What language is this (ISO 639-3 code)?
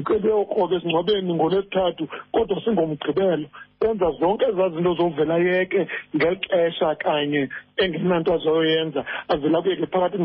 xho